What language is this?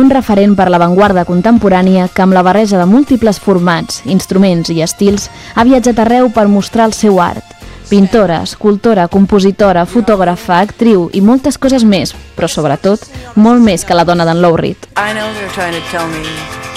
Catalan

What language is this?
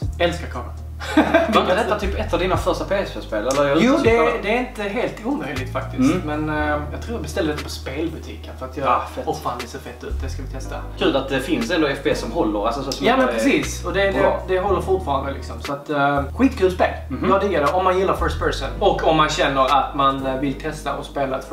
Swedish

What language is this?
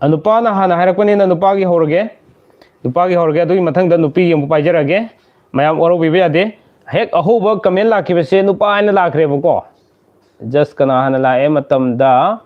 Manipuri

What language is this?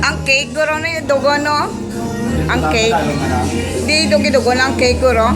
Hiligaynon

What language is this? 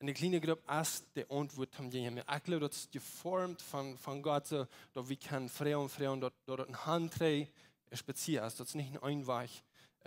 Plautdietsch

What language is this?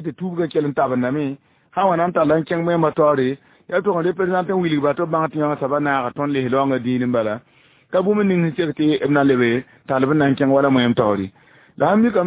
Mossi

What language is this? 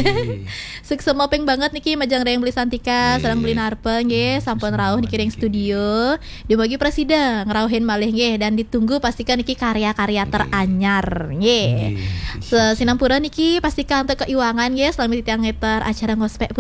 Balinese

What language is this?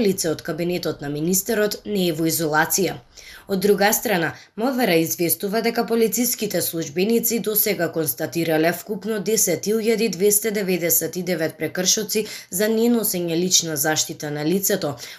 Macedonian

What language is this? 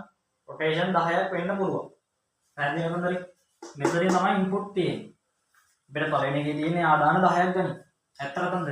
Sinhala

